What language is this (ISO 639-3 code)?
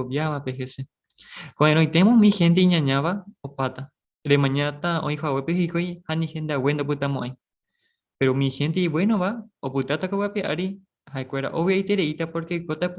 grn